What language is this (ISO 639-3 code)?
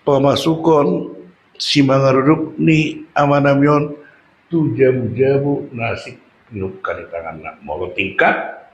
bbc